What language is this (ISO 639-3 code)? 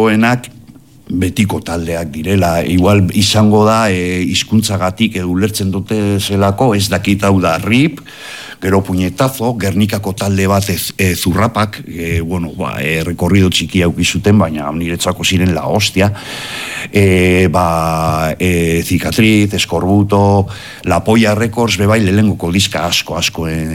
eus